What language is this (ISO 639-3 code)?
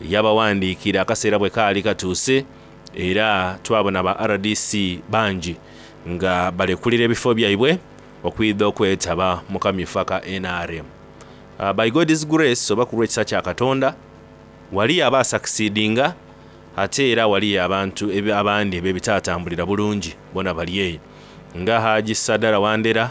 xog